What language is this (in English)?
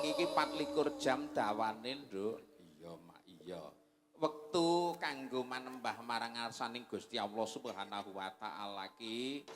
Javanese